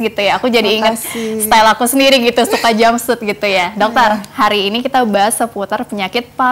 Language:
Indonesian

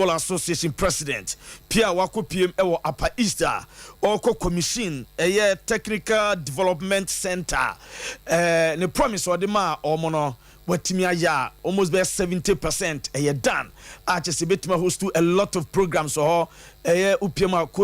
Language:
Akan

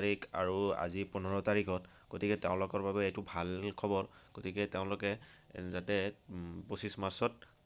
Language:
Assamese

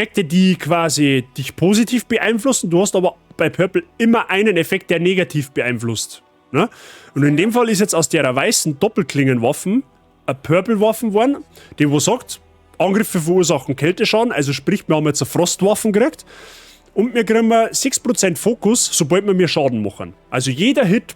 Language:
Bavarian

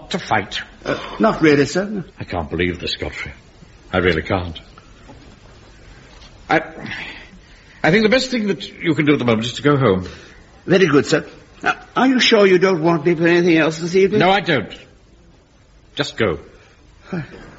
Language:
English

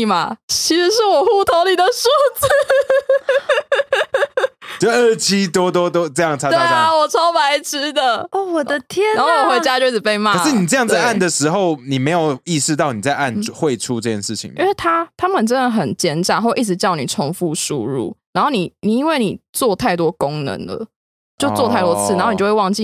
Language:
Chinese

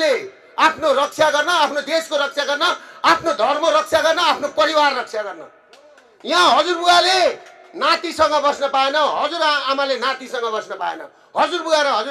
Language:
Nepali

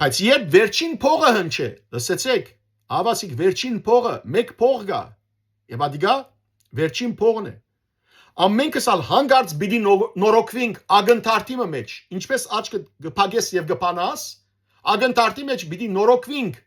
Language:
Western Armenian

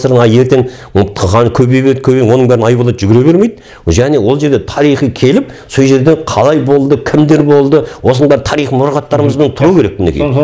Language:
Kazakh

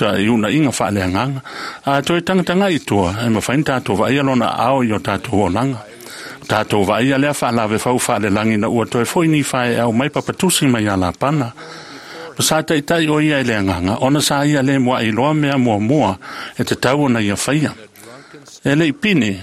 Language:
Samoan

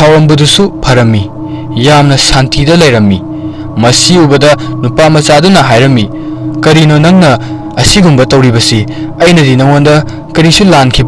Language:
Manipuri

